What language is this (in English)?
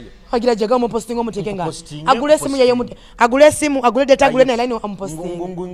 Nyoro